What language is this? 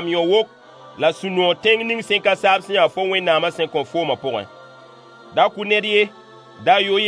Mossi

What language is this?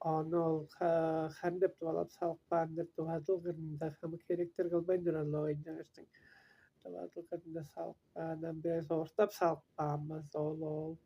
Tuvinian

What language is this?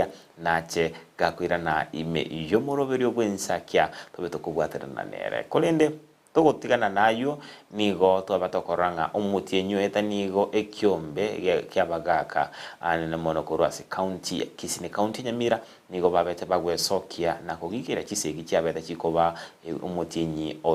Gusii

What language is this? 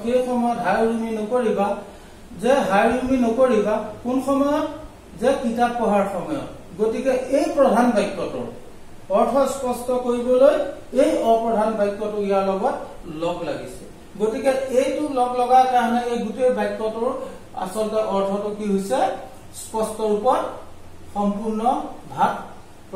Assamese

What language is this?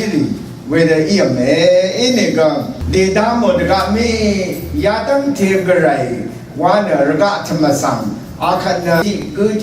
Rawang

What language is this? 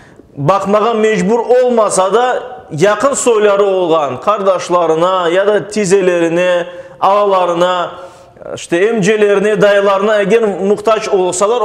Crimean Tatar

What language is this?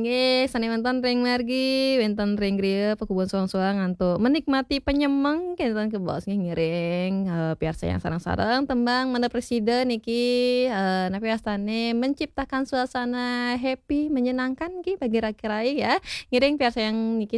Balinese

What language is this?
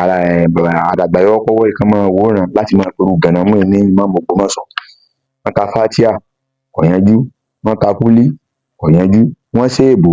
Yoruba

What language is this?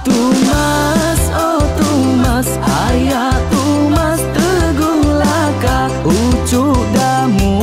Iban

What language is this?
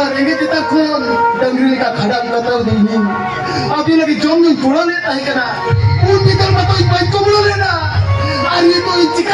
Santali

